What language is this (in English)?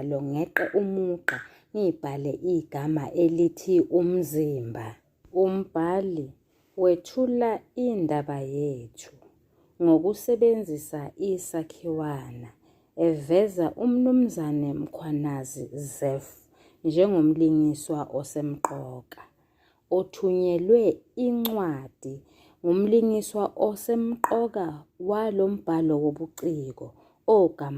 Zulu